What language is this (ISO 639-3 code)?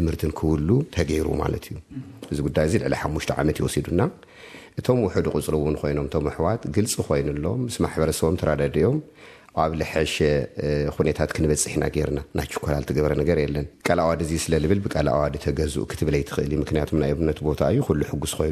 tir